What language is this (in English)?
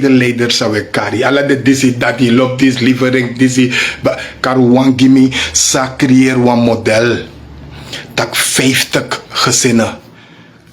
Sranan Tongo